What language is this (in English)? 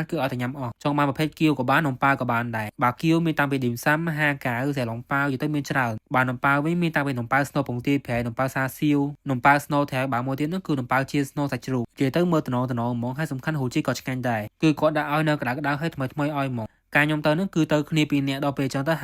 Khmer